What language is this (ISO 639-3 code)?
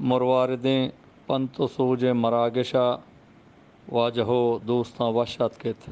bgp